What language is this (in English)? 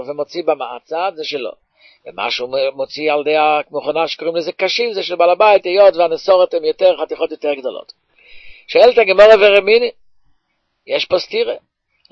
Hebrew